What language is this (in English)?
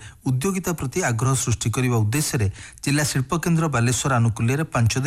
Odia